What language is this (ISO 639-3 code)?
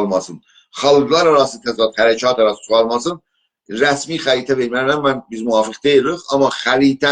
azb